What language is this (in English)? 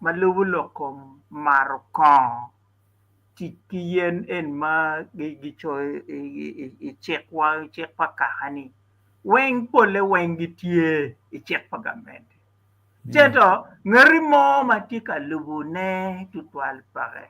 Acoli